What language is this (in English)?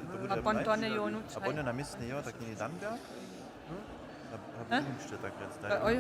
Upper Sorbian